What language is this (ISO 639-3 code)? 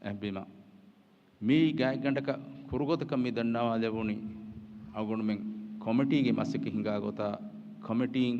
div